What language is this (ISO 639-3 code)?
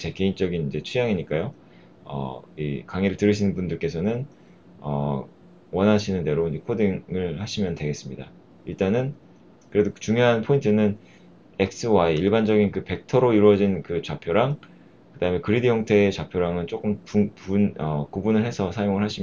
kor